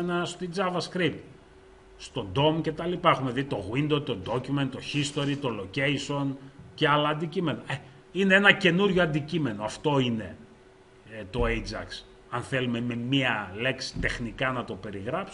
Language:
Greek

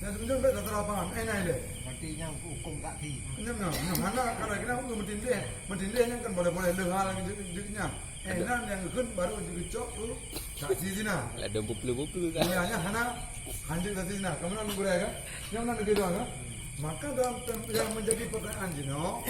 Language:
Achinese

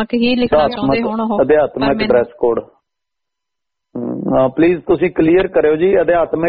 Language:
Punjabi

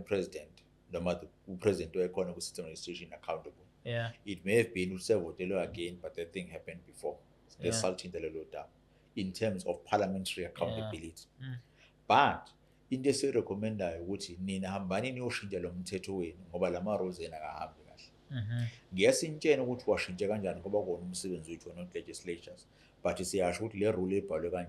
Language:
Zulu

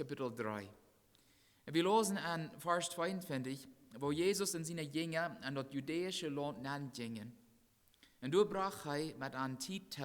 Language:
Plautdietsch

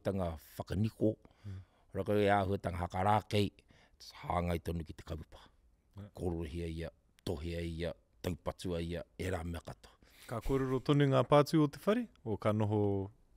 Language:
Māori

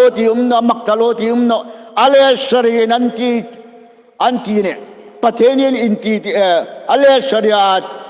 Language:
Hmar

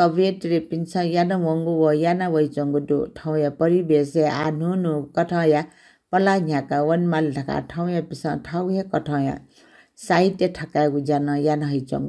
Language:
Newari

